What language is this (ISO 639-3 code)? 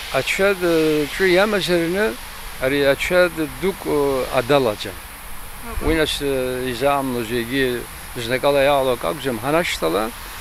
abk